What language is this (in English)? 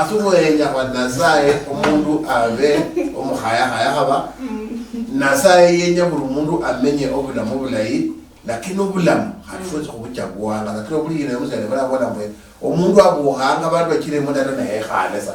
Luyia